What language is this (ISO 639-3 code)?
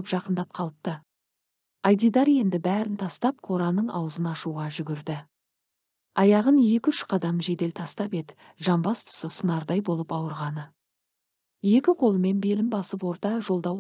kaz